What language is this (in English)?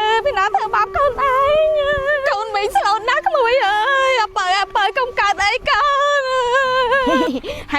Khmer